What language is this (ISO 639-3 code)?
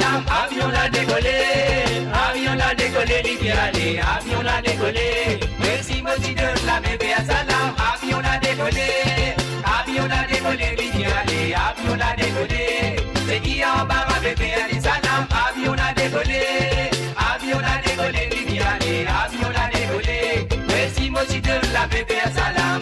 mfe